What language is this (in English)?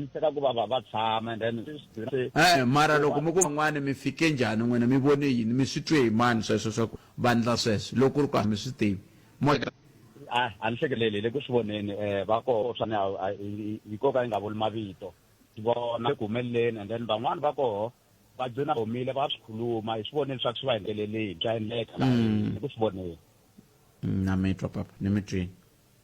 Tsonga